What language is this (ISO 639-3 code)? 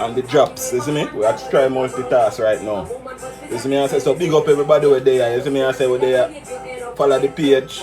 jam